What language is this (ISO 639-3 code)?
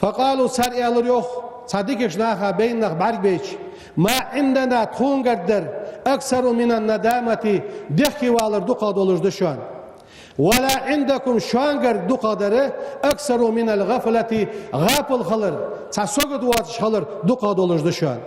inh